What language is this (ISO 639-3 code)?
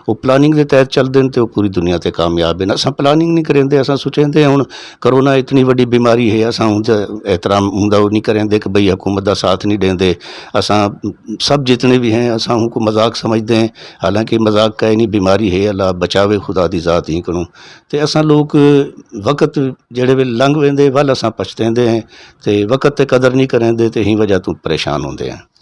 skr